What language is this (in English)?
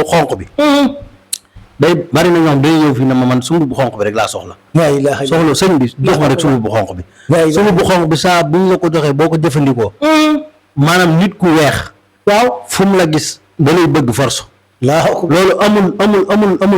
Wolof